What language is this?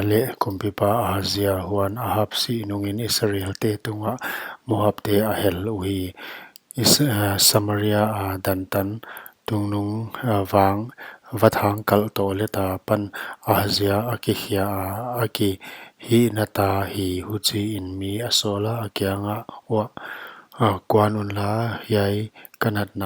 Paite Chin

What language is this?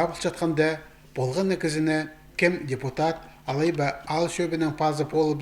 Khakas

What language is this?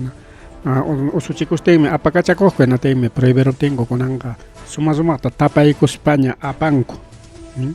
Ayacucho Quechua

